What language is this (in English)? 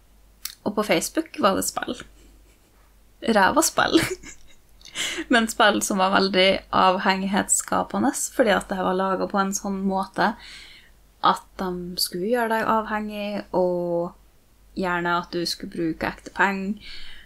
Norwegian